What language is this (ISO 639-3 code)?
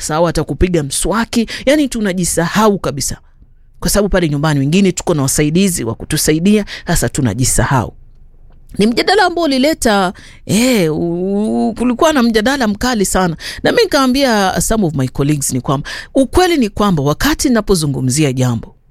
swa